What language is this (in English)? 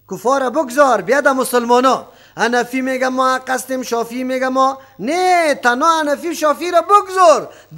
Persian